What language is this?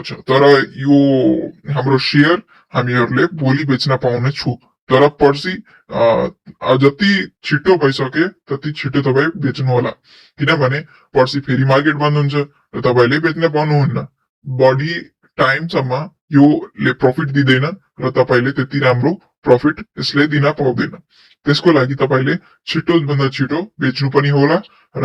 Nepali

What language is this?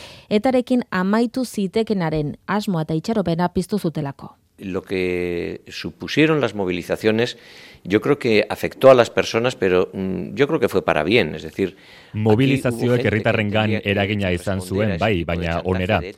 Basque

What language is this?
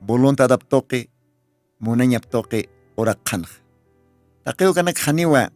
Aymara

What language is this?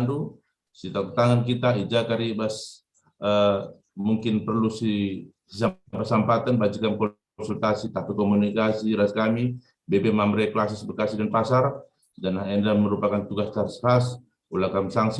Batak Karo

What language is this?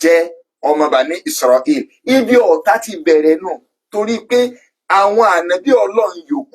Yoruba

